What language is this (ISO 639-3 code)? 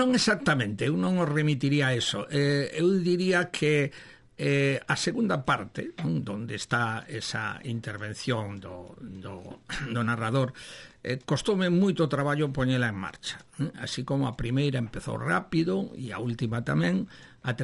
glg